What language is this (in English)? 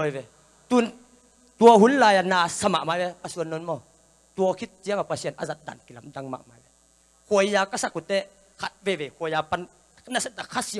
Tedim Chin